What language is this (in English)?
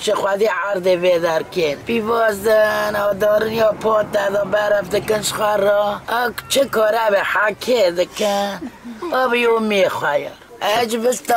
Kurdish